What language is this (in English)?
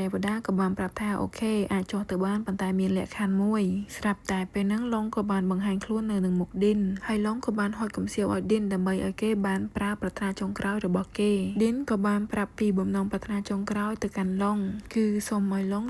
Khmer